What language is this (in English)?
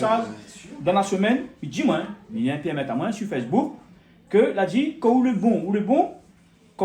Réunion Creole French